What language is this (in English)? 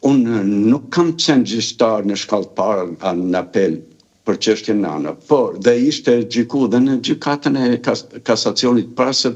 Albanian